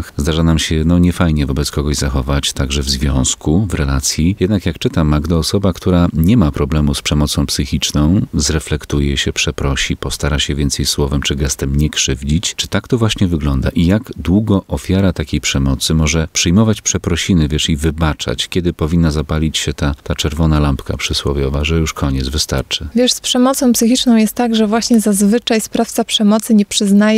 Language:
Polish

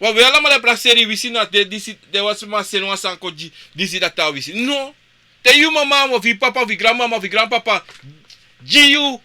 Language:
Sranan Tongo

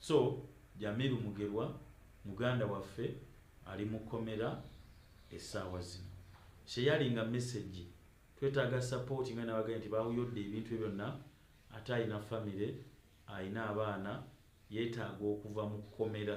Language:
Ganda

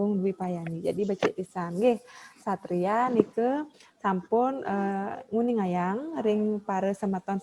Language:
Balinese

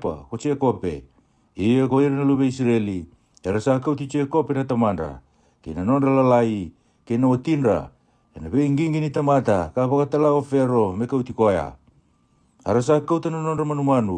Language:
Fijian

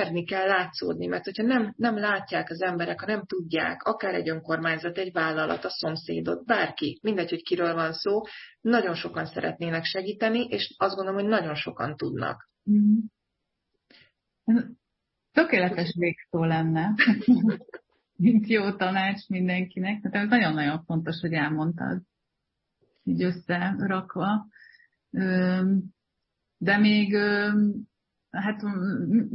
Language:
Hungarian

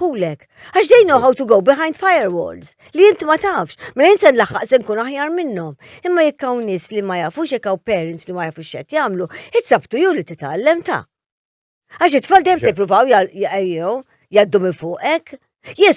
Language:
Maltese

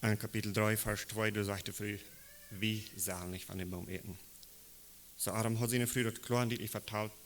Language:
Plautdietsch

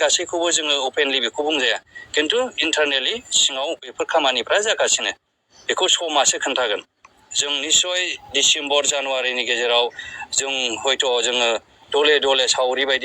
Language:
Bodo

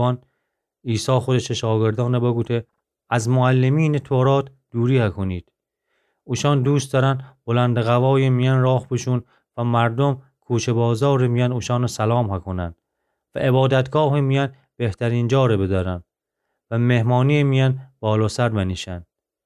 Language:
Gilaki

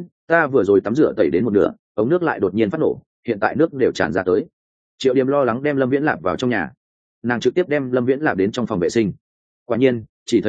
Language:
Vietnamese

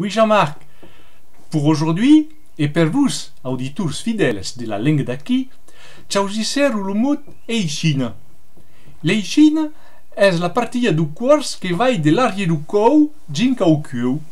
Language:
Occitan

